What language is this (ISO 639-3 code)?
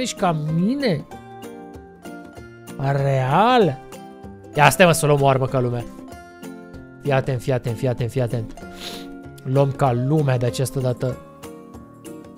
ron